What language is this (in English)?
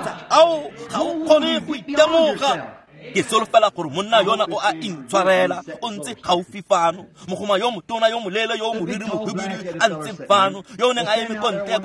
Tswana